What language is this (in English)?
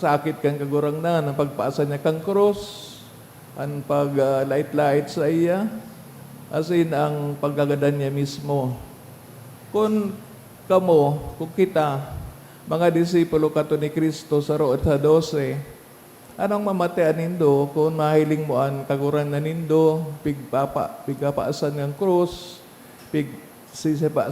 Bikol